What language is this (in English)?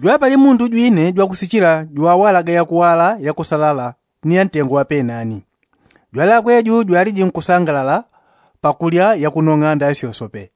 Yao